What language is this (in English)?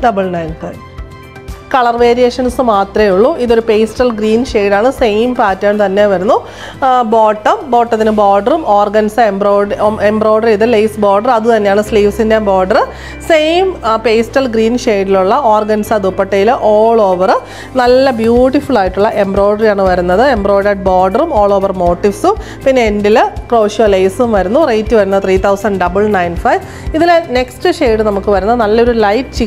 Malayalam